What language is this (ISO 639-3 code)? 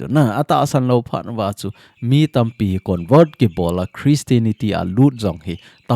tcz